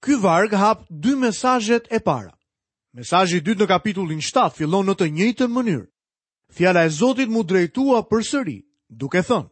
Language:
Albanian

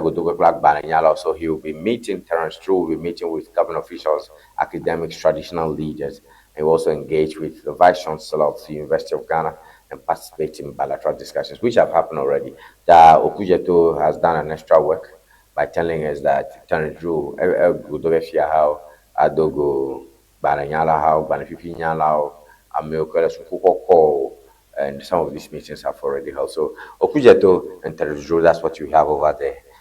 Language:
Ewe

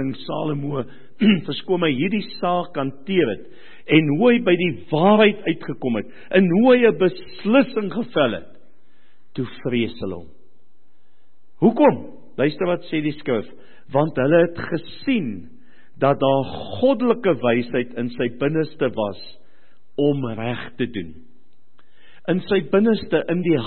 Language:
Afrikaans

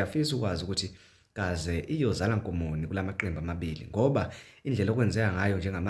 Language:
Zulu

